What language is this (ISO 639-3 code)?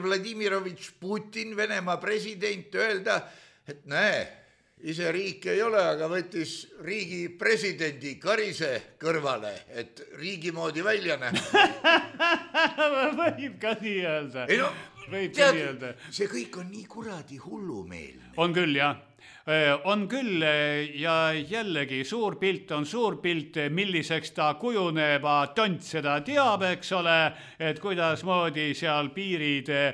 est